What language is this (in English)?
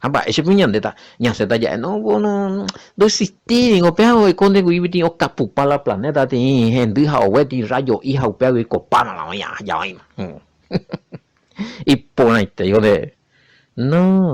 Guarani